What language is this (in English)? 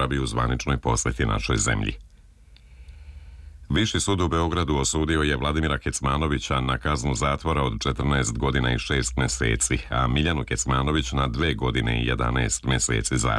Serbian